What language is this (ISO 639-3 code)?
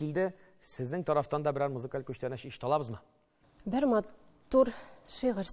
tat